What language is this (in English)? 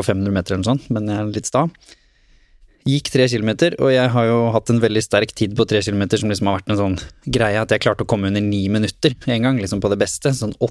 Norwegian